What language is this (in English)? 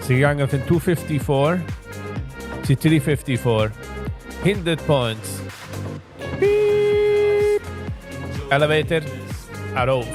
Yiddish